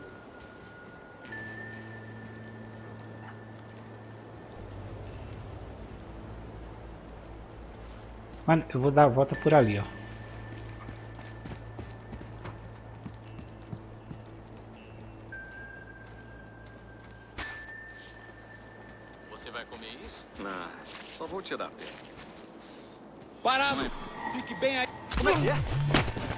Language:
Portuguese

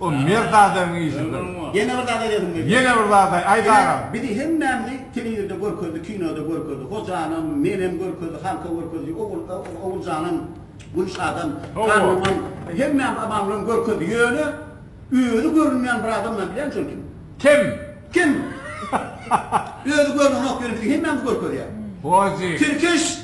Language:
Turkmen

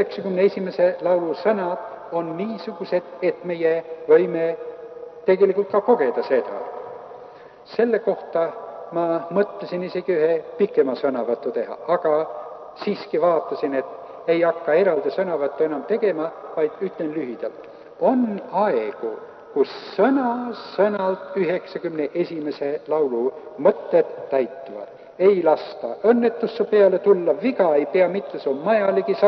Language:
Estonian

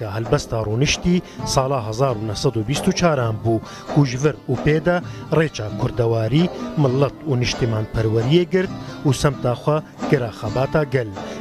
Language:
Kurdish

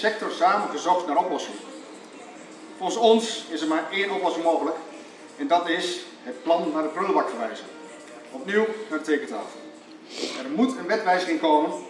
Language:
Dutch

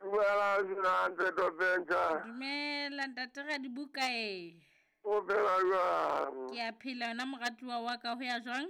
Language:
Southern Sotho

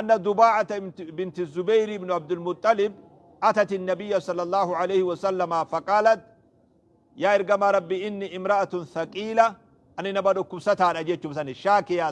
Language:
Oromo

